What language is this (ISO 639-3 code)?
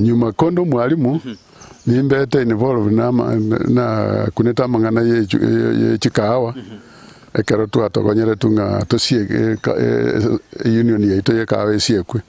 guz